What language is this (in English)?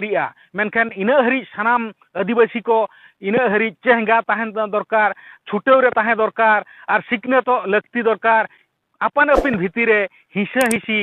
Santali